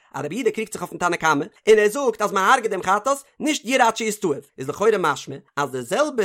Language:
Yiddish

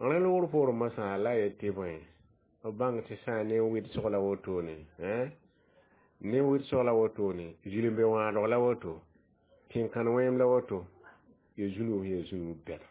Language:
Mossi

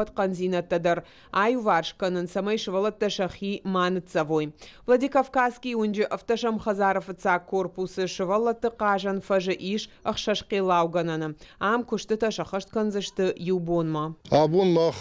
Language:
Ossetic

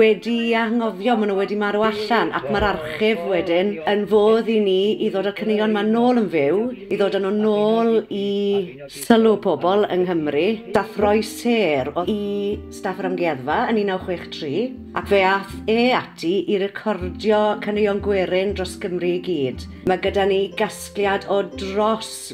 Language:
Welsh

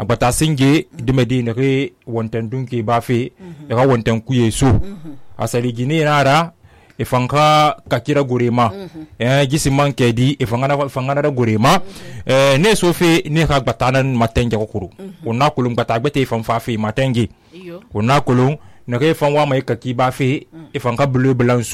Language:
Susu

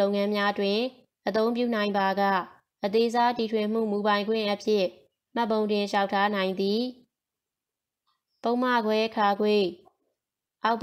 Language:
Burmese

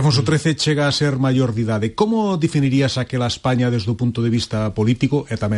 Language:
Galician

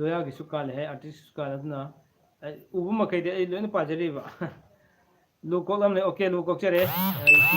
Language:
Manipuri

